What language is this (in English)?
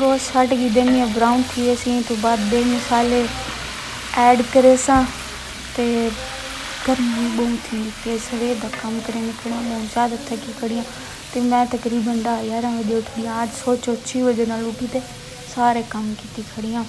Saraiki